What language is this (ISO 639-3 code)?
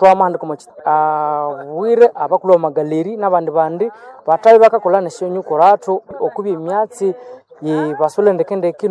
nnb